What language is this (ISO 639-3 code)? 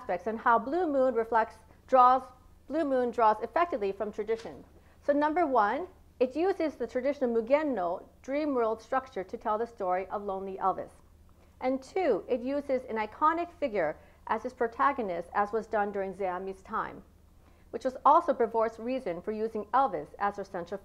eng